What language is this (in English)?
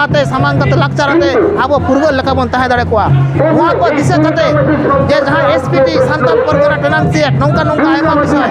Santali